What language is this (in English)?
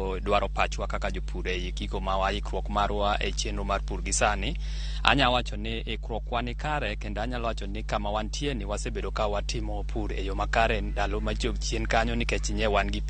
Luo (Kenya and Tanzania)